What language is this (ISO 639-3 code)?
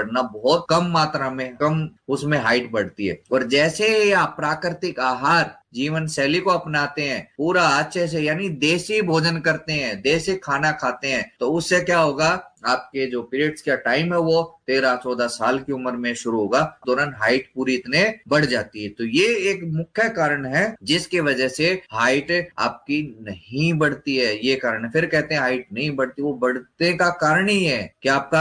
hin